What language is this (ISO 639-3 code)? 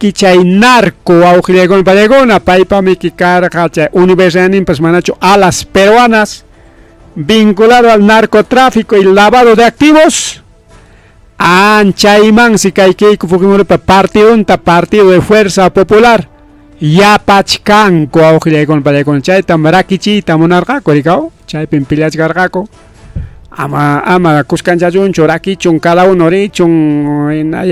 quy